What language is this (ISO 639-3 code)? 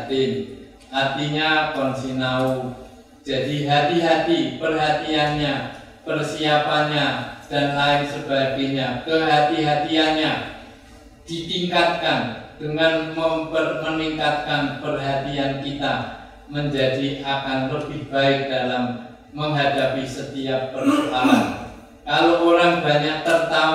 ind